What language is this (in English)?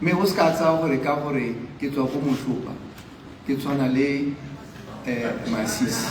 Tswana